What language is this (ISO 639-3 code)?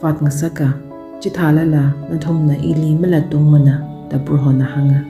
nmf